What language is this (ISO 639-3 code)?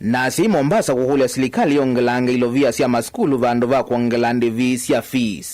kam